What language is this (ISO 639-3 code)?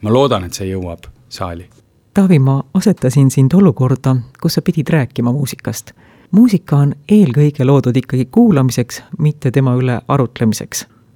est